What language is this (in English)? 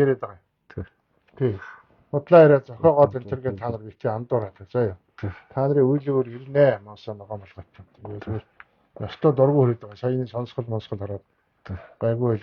Mongolian